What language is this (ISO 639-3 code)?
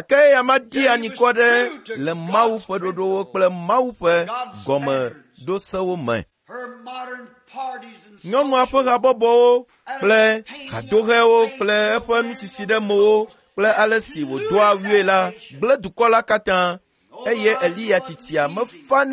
ewe